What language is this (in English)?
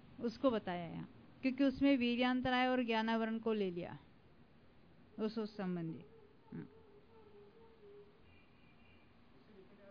Hindi